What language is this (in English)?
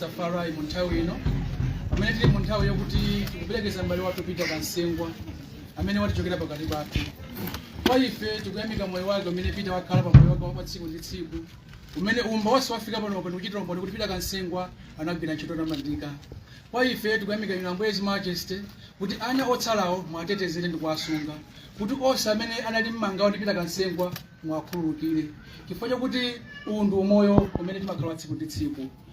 Nyanja